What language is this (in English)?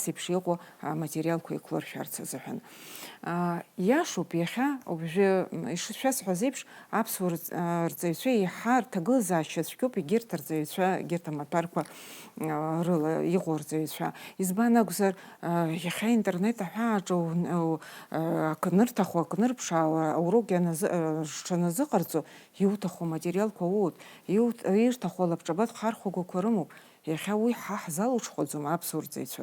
Abkhazian